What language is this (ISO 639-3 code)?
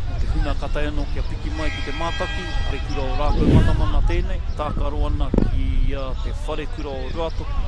mri